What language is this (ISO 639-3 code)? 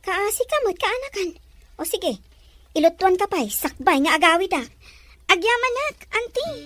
ilo